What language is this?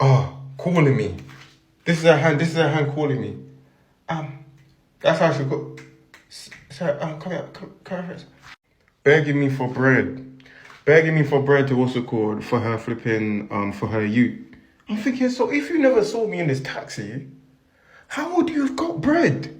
Jamaican Creole English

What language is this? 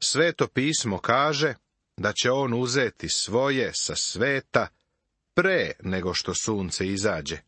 Serbian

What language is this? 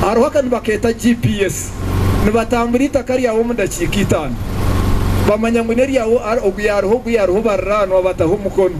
Nyankole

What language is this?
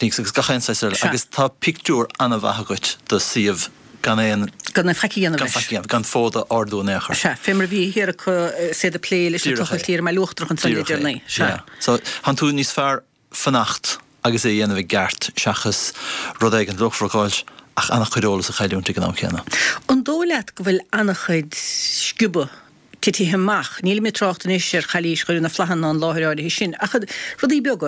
Irish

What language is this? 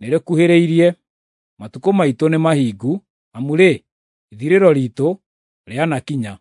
Kikuyu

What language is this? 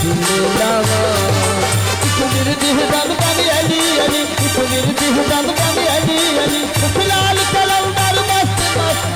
Saraiki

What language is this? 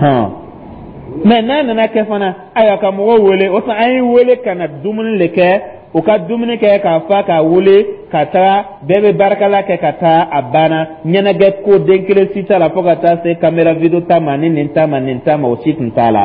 Dyula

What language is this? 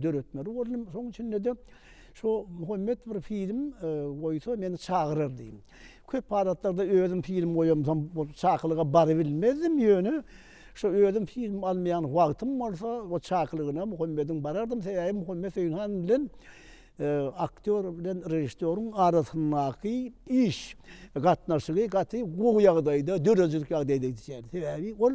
Turkmen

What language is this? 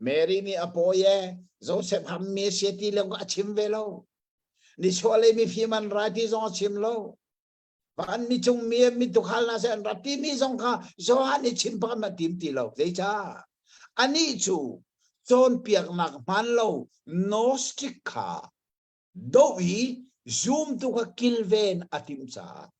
Hakha Chin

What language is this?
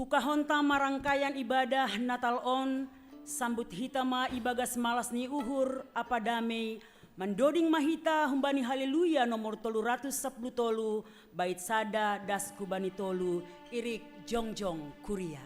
Batak Simalungun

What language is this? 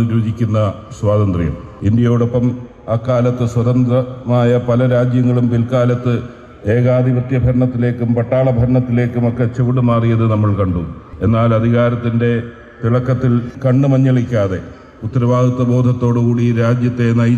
Malayalam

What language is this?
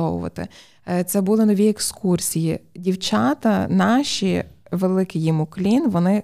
Ukrainian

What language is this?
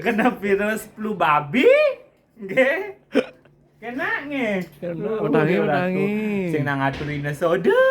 Balinese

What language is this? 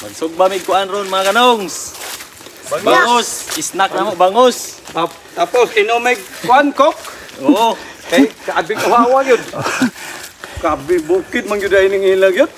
Cebuano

